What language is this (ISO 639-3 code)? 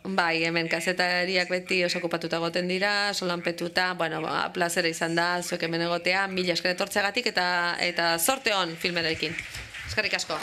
eus